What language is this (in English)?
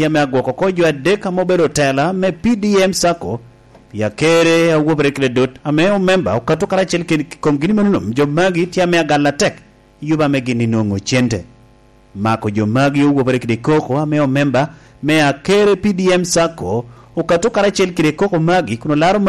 Lango (Uganda)